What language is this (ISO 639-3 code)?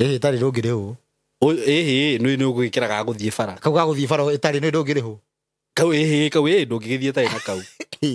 kik